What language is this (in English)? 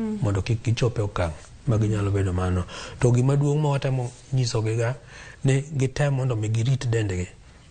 Luo (Kenya and Tanzania)